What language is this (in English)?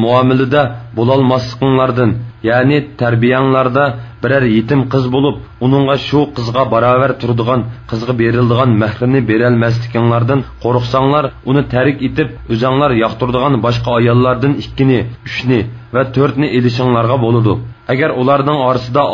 Uyghur